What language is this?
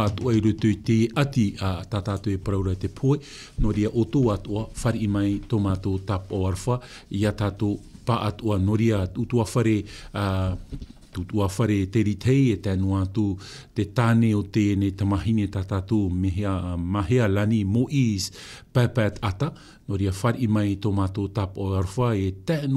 Tahitian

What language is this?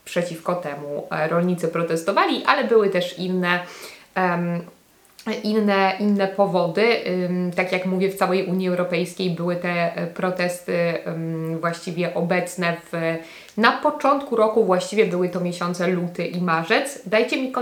Polish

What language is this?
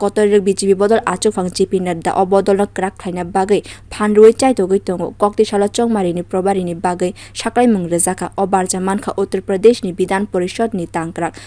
Kok Borok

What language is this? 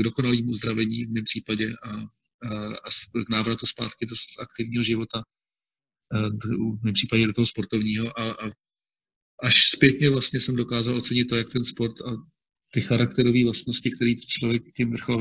Czech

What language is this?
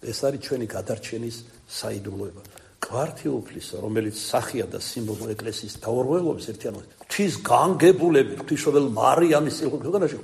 Georgian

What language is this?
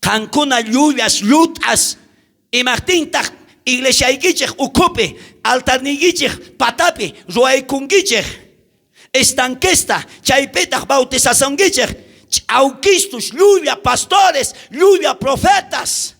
South Bolivian Quechua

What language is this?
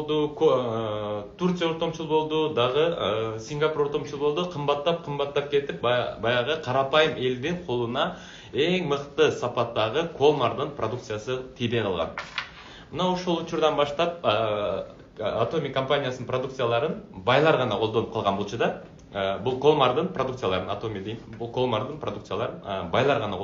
Kyrgyz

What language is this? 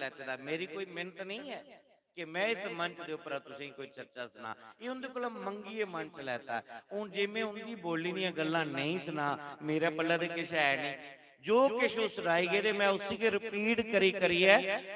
Dogri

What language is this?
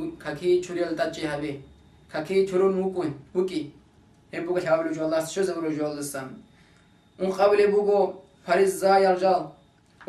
Avaric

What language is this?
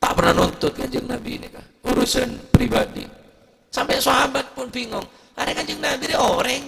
Madurese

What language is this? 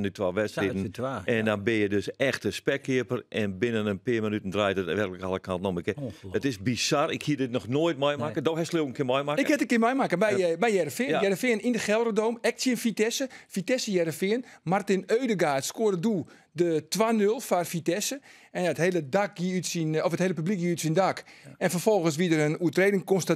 Western Frisian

